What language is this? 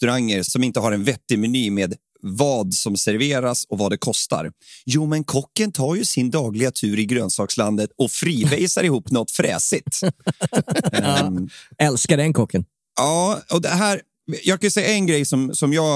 Swedish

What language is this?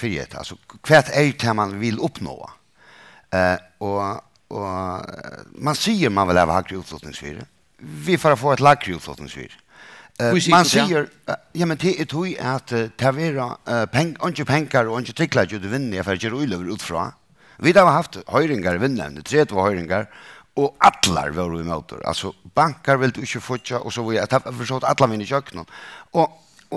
Faroese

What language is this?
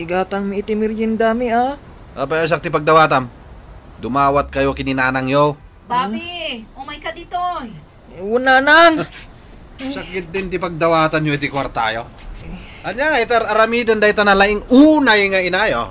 Iloko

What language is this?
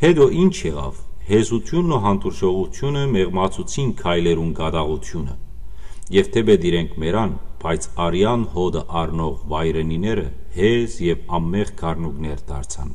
Western Armenian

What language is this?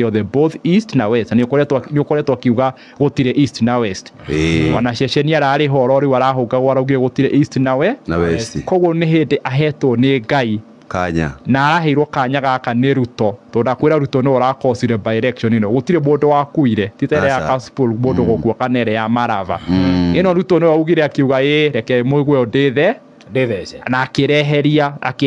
Kikuyu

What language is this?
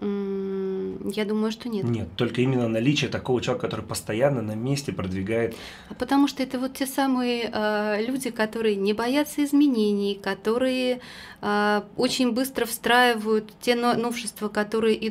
Russian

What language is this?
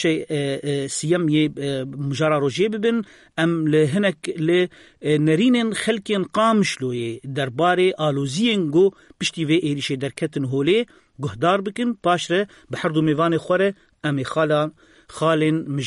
Kurdish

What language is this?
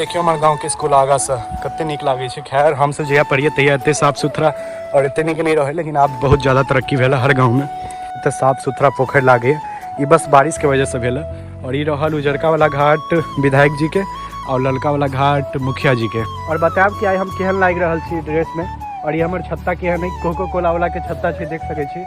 Maithili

